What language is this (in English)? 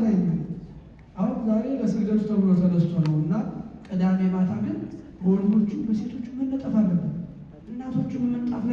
Amharic